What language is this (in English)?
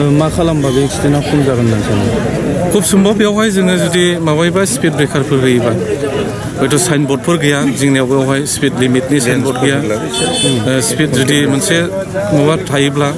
Bodo